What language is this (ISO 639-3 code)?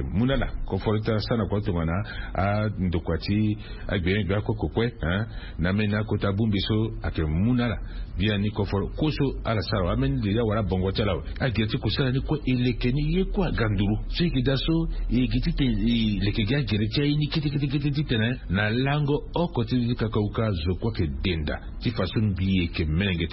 sag